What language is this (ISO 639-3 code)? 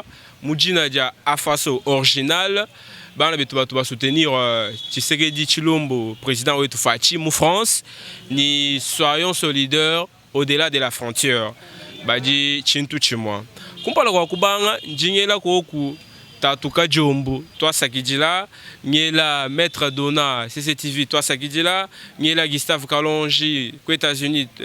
lua